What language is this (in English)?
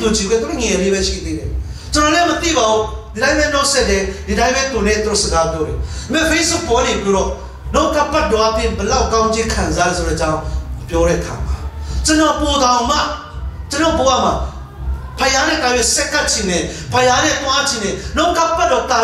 Burmese